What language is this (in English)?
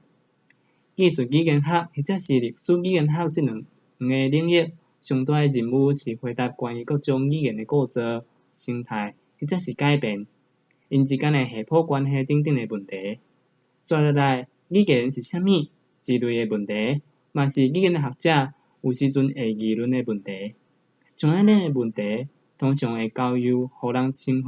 Min Nan Chinese